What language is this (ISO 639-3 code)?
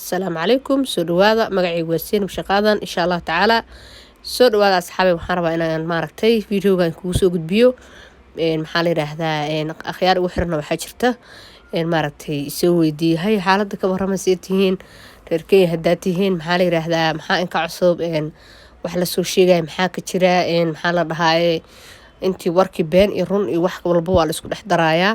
som